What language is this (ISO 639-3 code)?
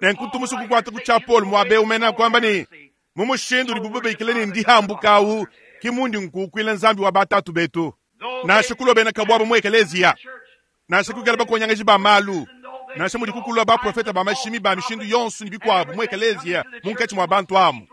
lua